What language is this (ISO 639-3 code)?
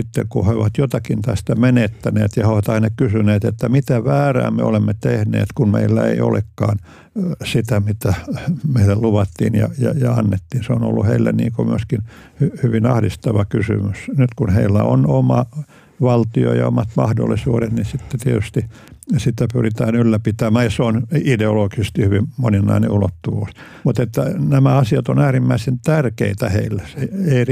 fin